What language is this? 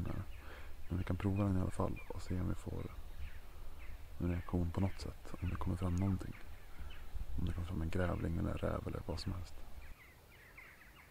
Swedish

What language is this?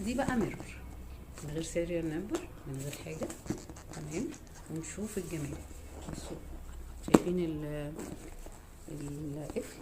Egyptian Arabic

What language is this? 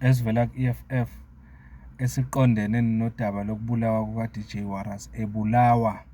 Zulu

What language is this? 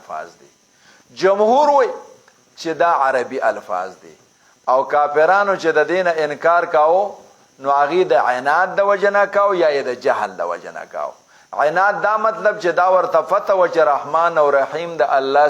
Pashto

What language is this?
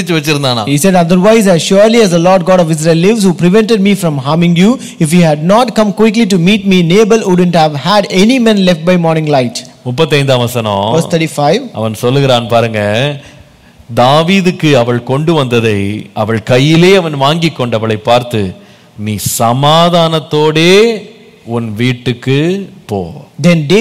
Tamil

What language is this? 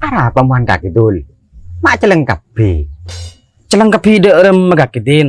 Madurese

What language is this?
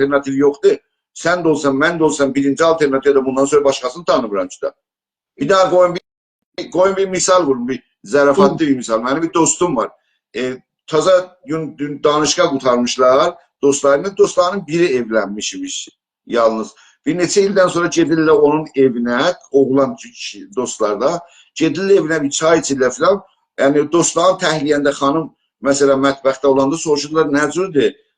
South Azerbaijani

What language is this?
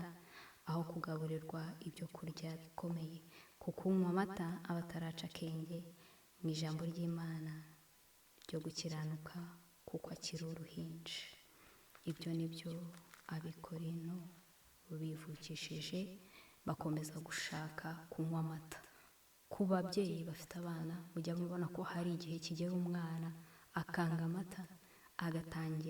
Kinyarwanda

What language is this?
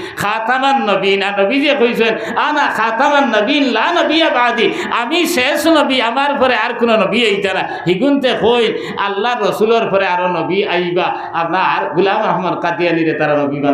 Sylheti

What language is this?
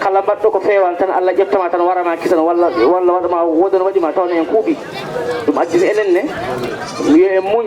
Fula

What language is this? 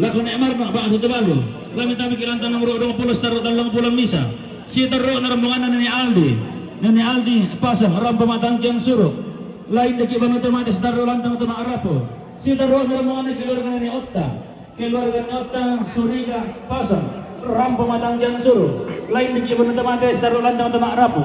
Toraja-Sa'dan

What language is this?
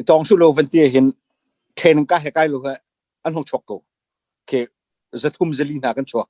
Hakha Chin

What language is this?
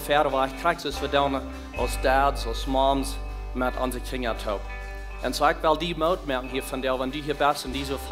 Plautdietsch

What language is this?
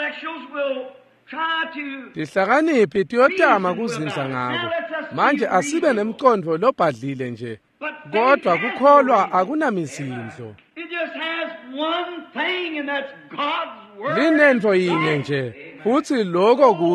Swati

